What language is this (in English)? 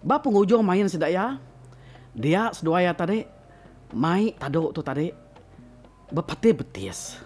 Iban